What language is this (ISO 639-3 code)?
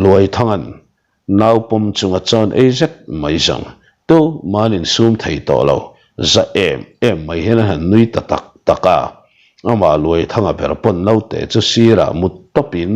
lus